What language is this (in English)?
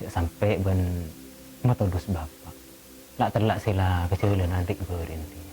Madurese